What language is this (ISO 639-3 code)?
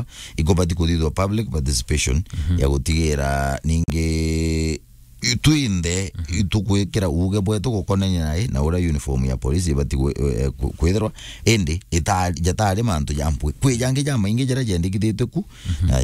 mer